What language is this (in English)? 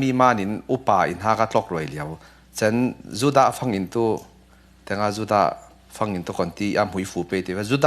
Falam Chin